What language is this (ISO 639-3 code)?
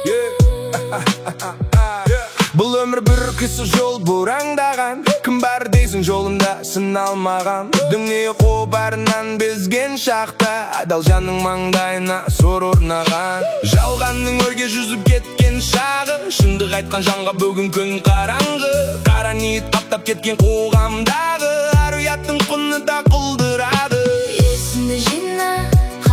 kaz